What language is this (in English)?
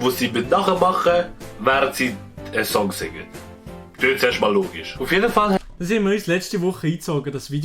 Swiss German